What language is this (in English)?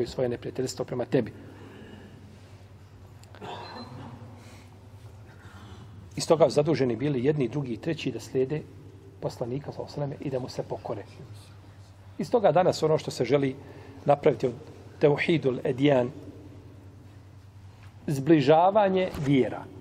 Bosnian